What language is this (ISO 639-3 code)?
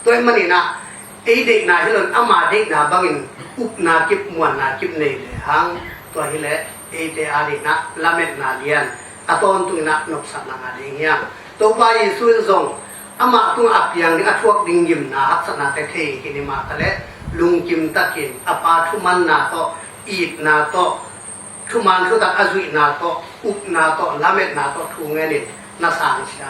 ctd